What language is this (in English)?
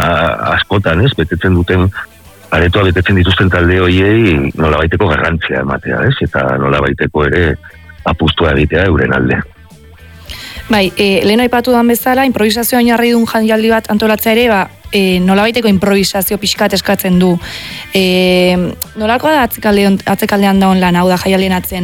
Basque